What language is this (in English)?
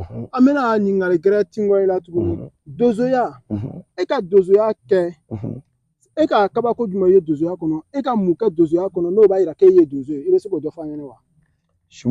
Bambara